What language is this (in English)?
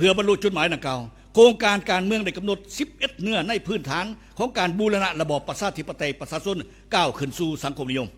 Lao